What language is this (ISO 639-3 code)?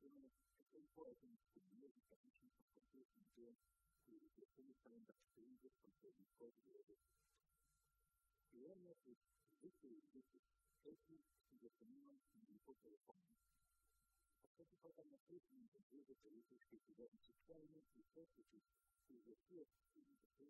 ell